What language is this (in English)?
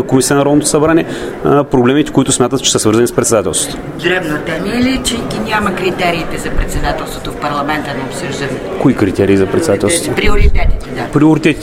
Bulgarian